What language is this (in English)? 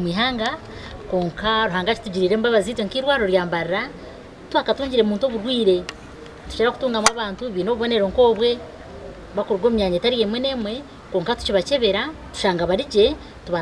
Nyankole